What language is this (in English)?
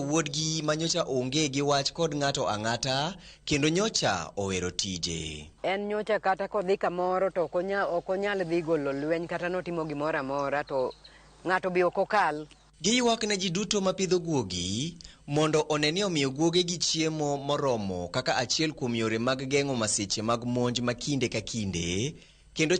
Luo (Kenya and Tanzania)